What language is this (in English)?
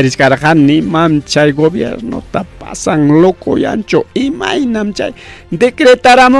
Ayacucho Quechua